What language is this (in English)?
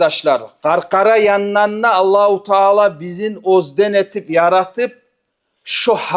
Kumyk